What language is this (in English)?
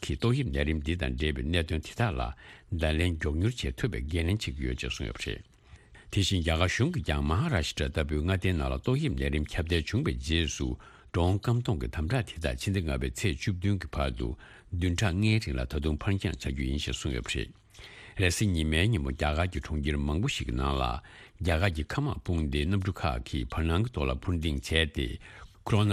Tibetan